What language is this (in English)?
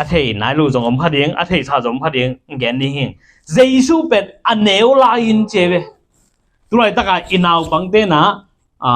Tedim Chin